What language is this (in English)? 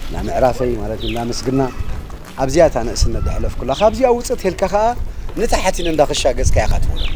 Tigrinya